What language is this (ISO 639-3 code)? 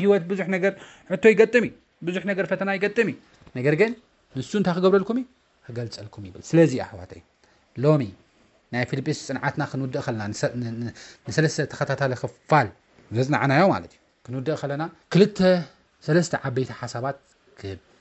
tir